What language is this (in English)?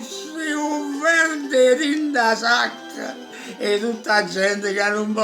Neapolitan